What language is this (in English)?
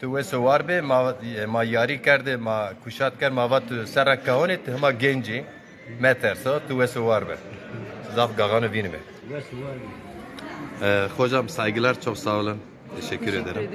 Zaza